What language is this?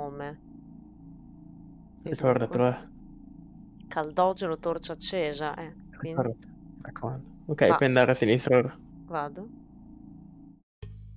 Italian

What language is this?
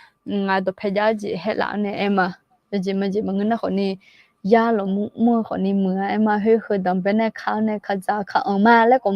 Akha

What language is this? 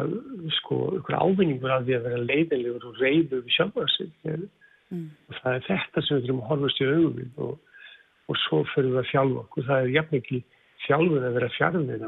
Icelandic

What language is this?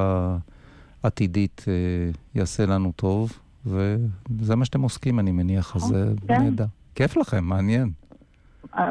Hebrew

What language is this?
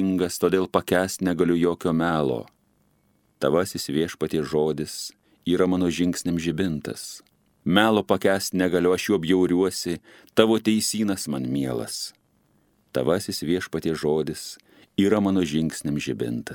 Lithuanian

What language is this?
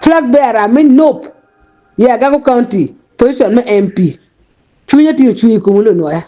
Acoli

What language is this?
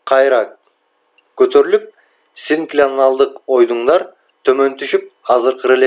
Kyrgyz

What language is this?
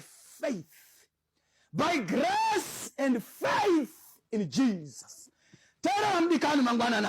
Shona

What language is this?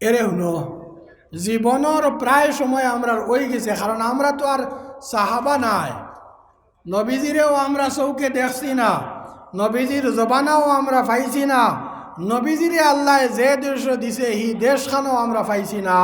Sylheti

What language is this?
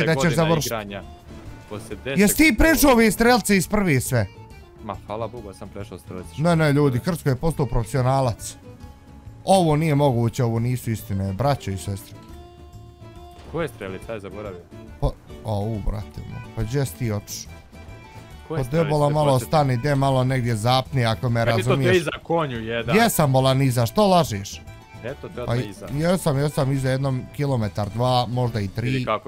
Bosnian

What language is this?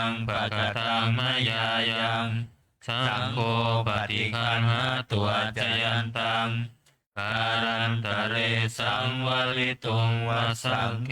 Pali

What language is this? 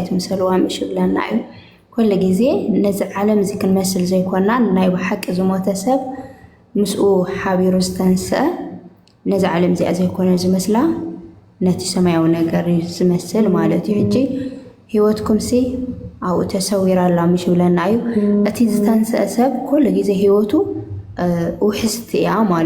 Tigrinya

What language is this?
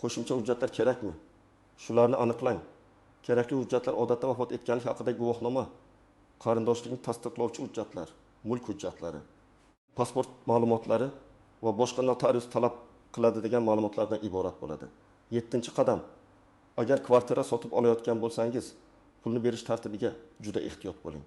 Uzbek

